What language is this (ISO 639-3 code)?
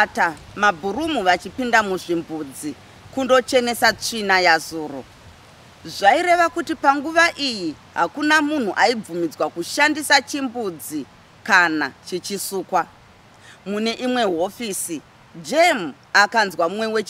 sna